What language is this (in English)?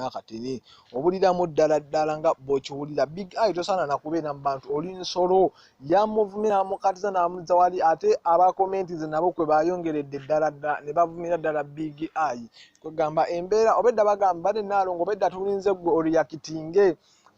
Ganda